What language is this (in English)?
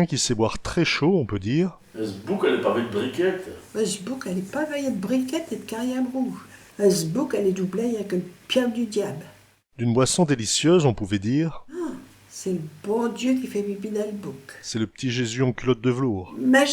Picard